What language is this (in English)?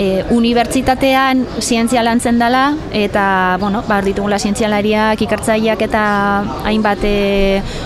Basque